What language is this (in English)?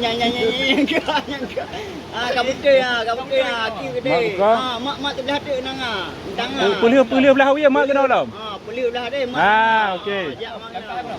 Achinese